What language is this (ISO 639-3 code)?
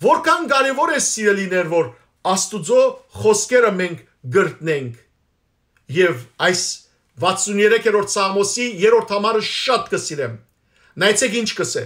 hyw